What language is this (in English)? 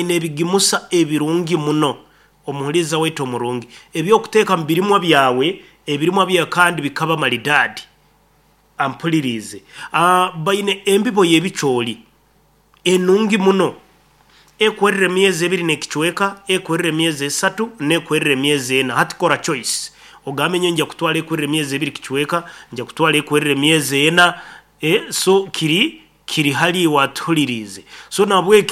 Nyankole